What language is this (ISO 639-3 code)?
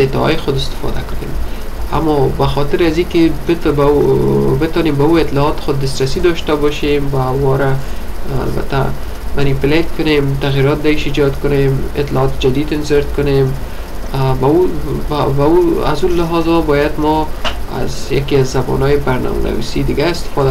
fas